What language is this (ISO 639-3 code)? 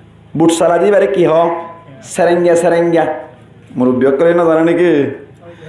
rhg